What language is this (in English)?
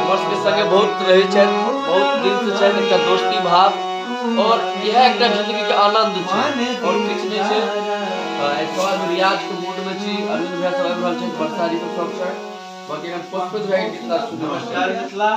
Maithili